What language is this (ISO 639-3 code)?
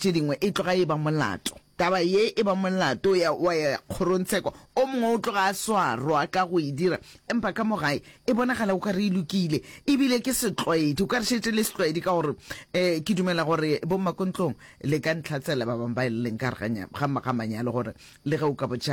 nso